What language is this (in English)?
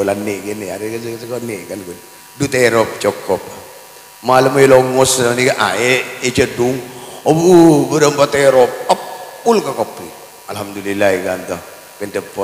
Madurese